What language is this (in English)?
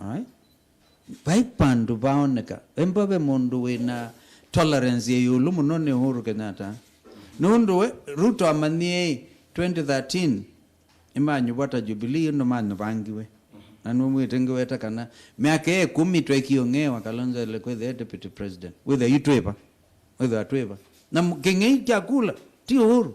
Kamba